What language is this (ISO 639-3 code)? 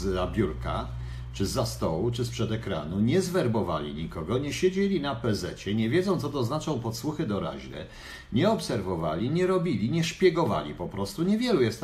pol